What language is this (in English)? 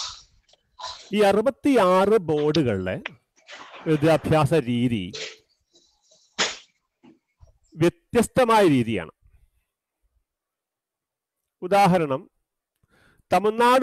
Malayalam